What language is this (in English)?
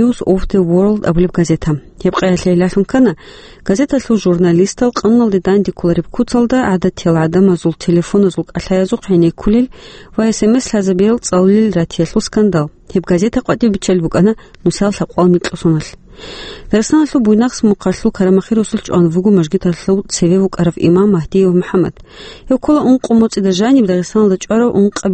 Avaric